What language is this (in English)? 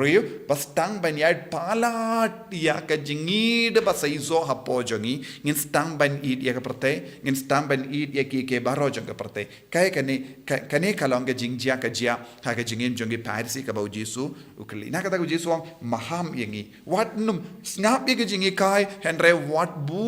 Khasi